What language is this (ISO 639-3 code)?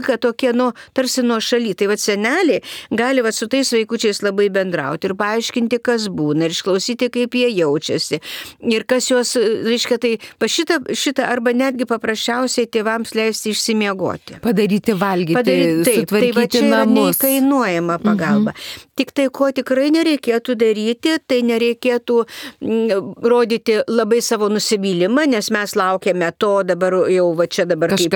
lit